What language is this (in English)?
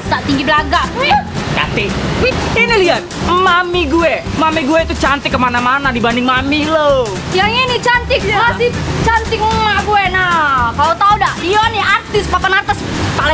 Musi